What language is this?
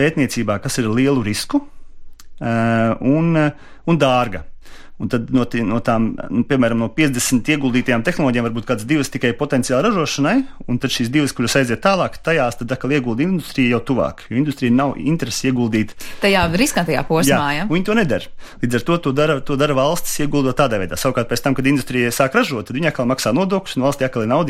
Latvian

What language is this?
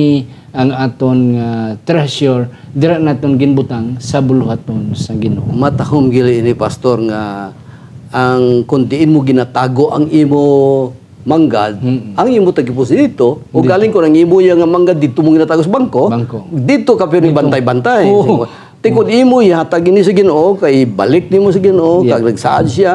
Hiligaynon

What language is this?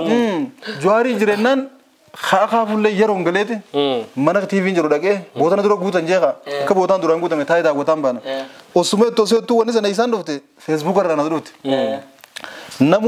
Oromo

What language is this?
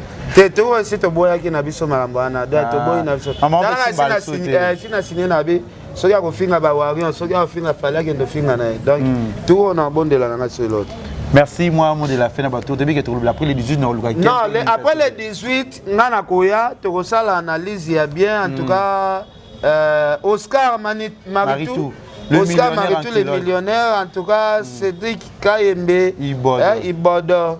Lingala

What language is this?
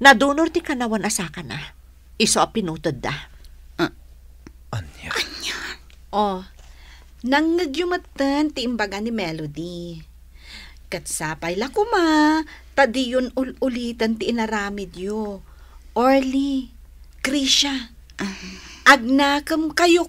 Iloko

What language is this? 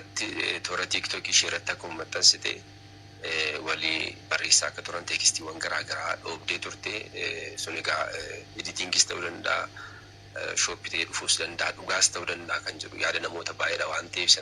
Oromo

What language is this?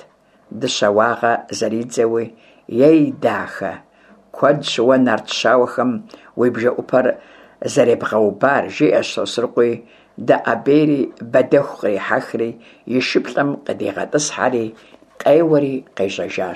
Kabardian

